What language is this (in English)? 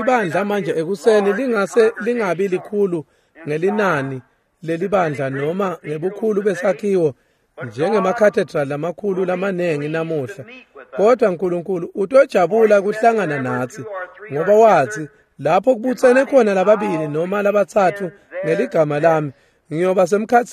Swati